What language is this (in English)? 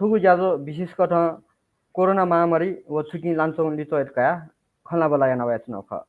Newari